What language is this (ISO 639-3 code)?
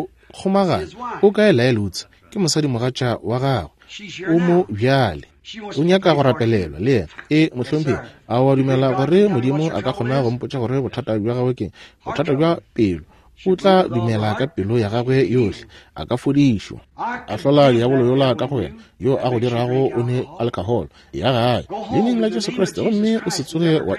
nso